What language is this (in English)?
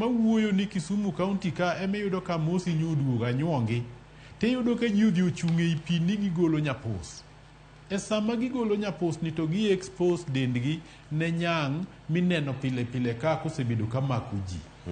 Luo (Kenya and Tanzania)